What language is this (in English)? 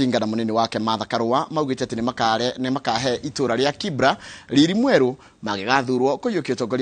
Kikuyu